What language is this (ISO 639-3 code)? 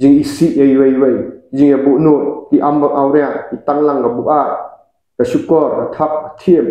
kha